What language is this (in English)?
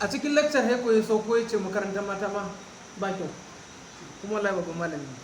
Hausa